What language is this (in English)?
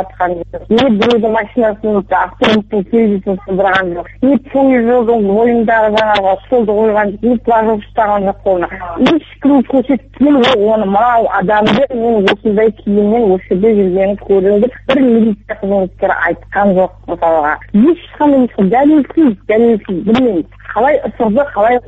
Kazakh